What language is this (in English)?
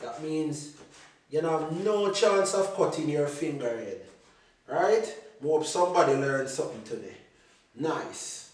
Jamaican Creole English